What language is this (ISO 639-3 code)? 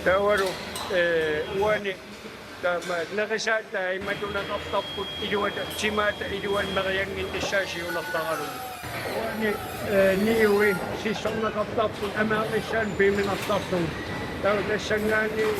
kal